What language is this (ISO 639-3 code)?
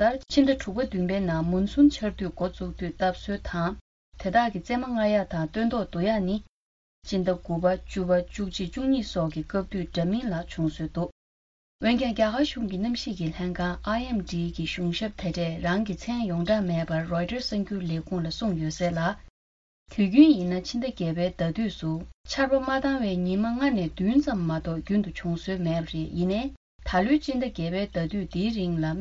bod